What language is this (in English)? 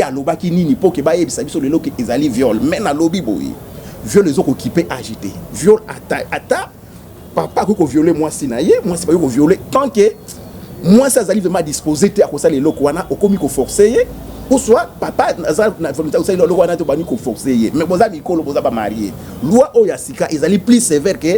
Lingala